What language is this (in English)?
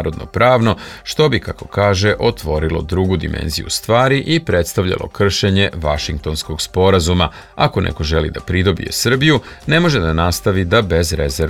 Serbian